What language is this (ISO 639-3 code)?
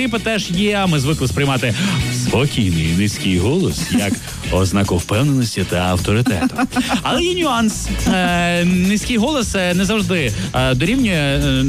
ukr